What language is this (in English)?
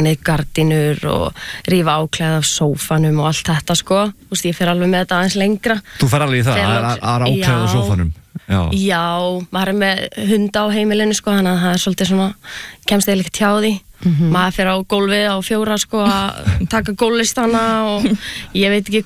Icelandic